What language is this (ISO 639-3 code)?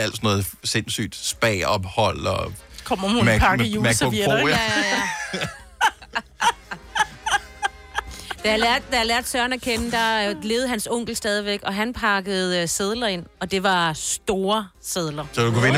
dan